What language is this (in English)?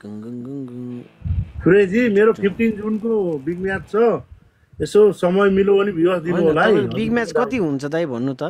Nepali